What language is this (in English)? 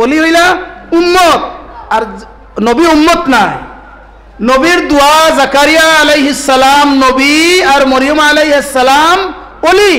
Sylheti